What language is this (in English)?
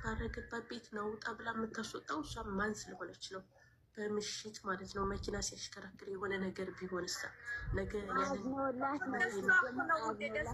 Amharic